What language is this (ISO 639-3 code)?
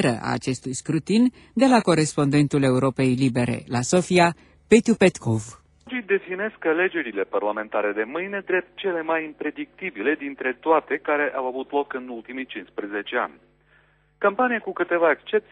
ron